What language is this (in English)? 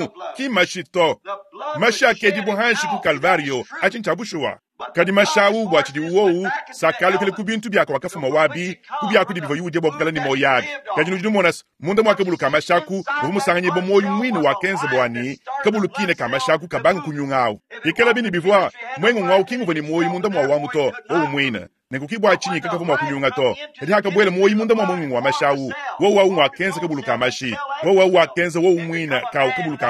Luba-Lulua